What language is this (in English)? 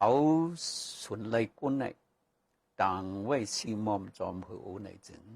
Shan